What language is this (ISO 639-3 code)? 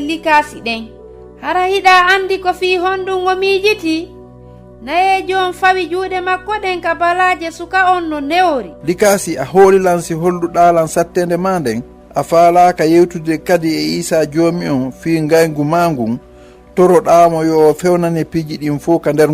ful